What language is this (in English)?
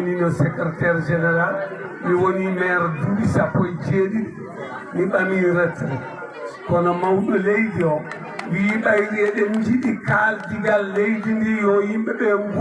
Fula